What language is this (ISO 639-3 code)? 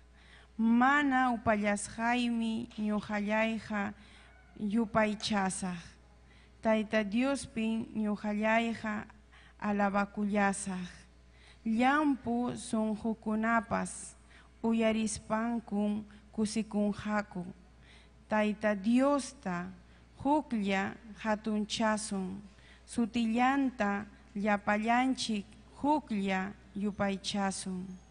quy